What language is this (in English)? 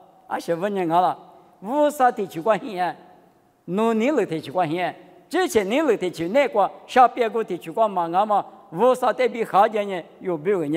Lisu